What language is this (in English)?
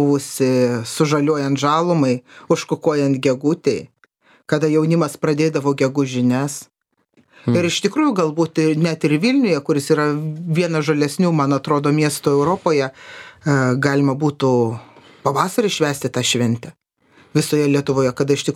Lithuanian